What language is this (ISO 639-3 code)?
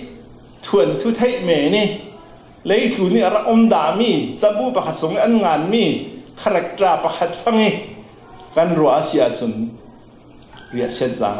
cfm